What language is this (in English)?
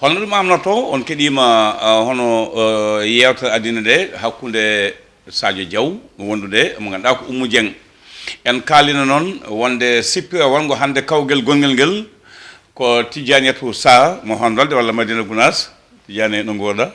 Fula